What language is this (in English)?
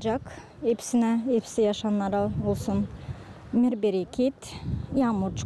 Gagauz